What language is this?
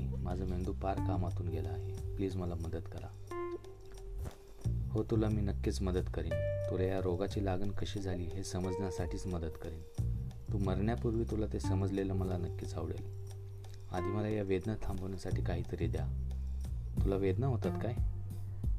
Marathi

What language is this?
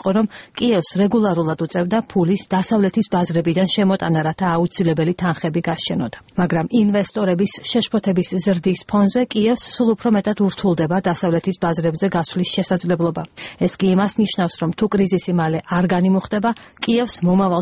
Georgian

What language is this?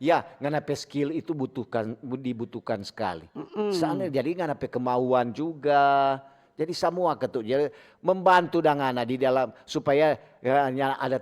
Manado Malay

